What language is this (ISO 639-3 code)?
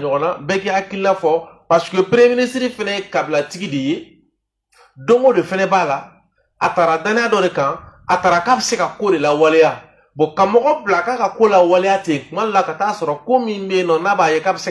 bam